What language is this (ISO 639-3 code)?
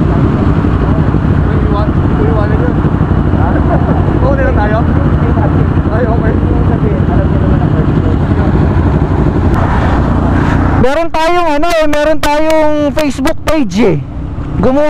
fil